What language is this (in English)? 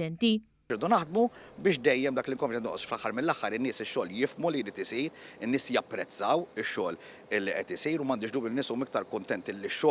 Maltese